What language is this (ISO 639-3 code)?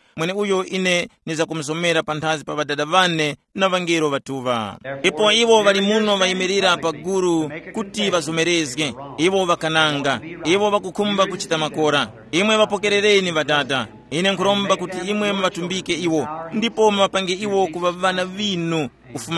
tum